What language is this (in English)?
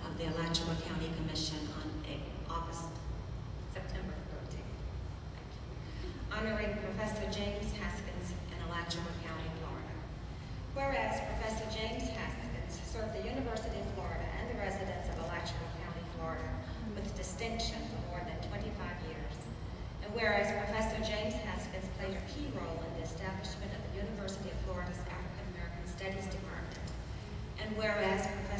English